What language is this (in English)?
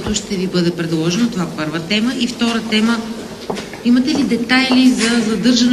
Bulgarian